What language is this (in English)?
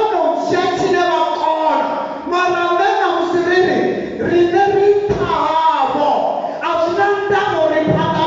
Venda